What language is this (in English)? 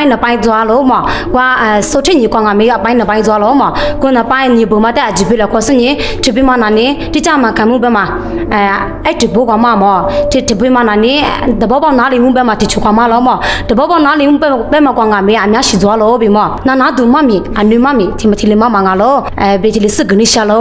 Lisu